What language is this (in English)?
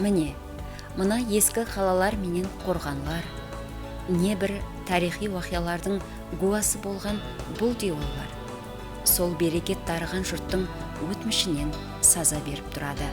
Kara-Kalpak